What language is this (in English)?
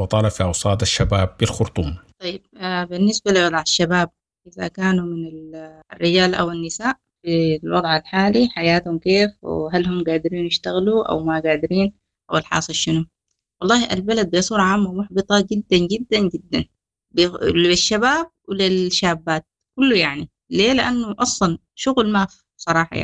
Sudanese Arabic